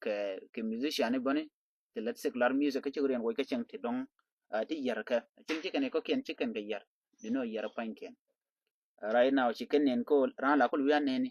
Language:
Nuer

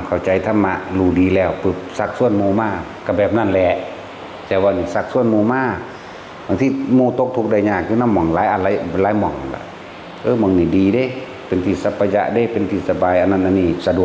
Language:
Northeastern Thai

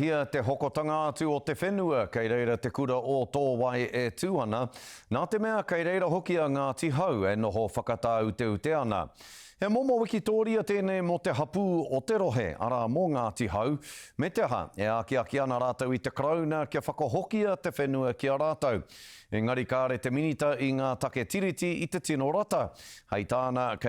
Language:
Māori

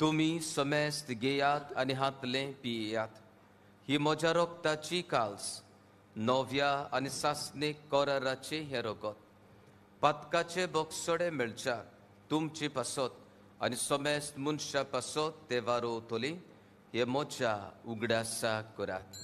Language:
Konkani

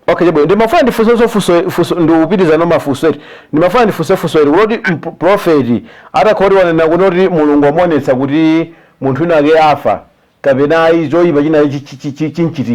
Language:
Nyanja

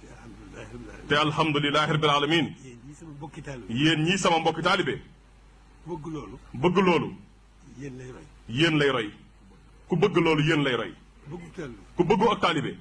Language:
Wolof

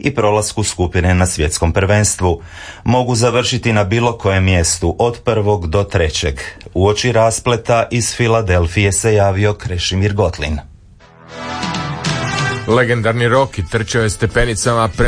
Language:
Croatian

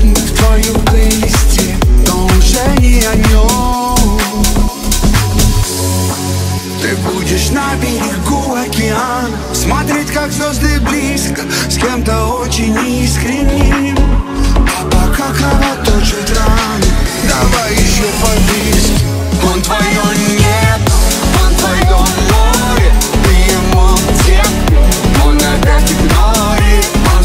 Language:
Russian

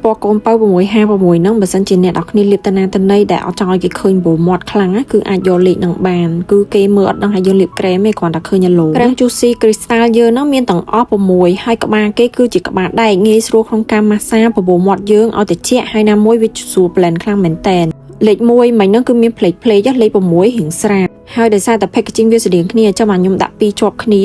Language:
Khmer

